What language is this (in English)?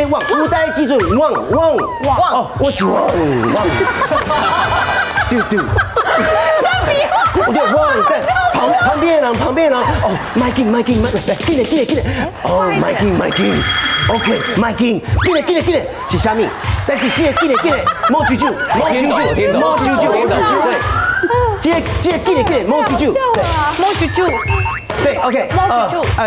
Chinese